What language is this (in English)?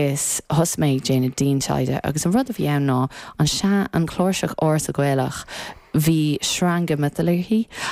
Irish